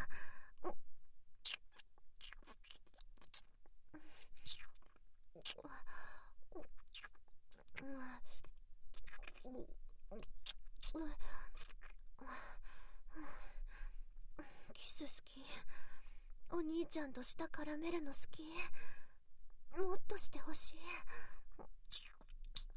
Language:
Japanese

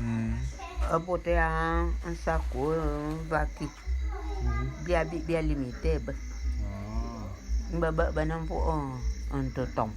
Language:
Bulu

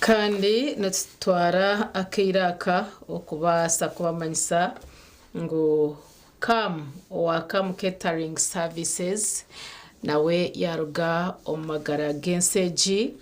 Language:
Nyankole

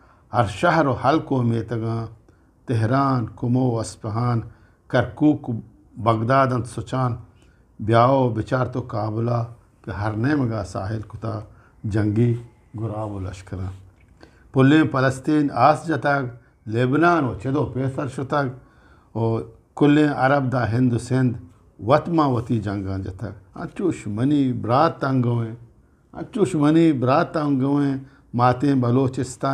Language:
Eastern Balochi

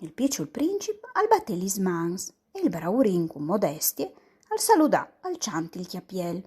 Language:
Friulian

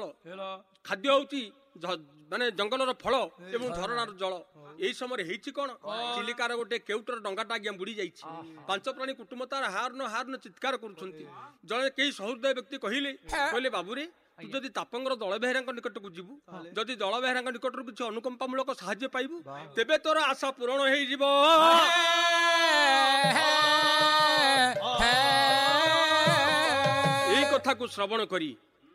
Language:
Odia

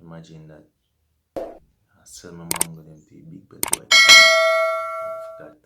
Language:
Jamaican Creole English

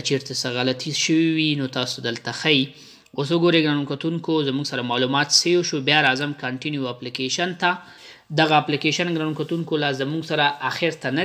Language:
Pashto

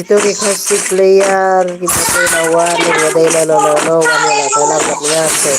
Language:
Khasi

